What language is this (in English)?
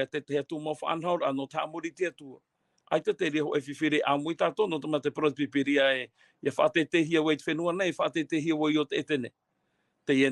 Tahitian